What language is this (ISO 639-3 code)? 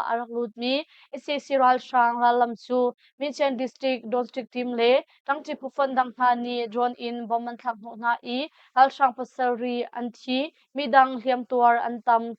cnh